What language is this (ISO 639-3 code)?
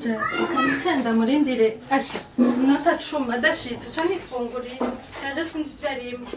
run